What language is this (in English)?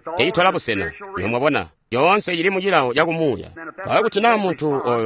Tonga (Zambia)